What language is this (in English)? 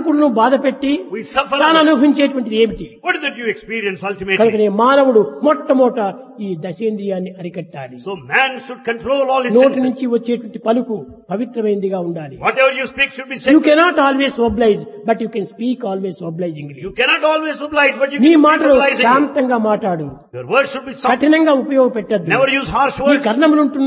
Telugu